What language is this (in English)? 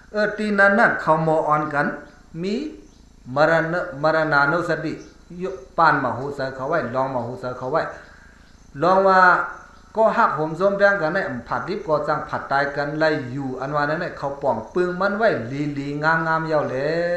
Shan